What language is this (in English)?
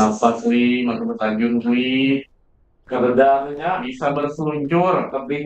Banjar